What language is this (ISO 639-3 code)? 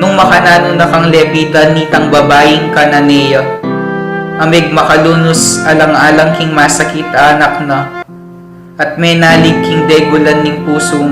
pam